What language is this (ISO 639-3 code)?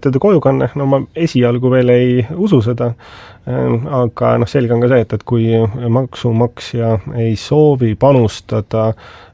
est